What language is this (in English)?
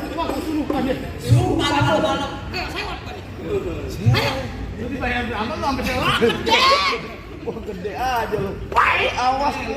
Betawi